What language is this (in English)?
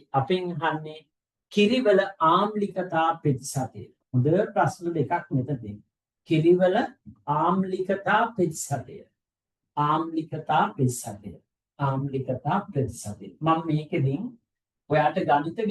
Sinhala